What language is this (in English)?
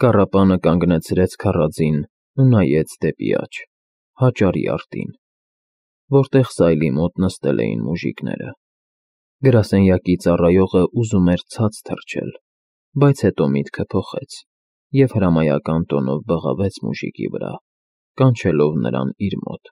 Armenian